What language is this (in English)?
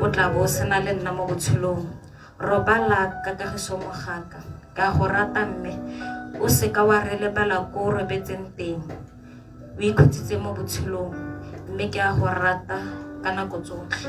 Tswana